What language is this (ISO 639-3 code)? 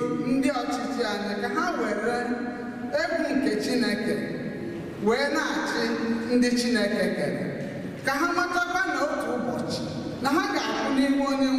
ibo